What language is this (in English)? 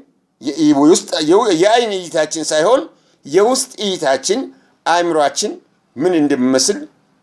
Amharic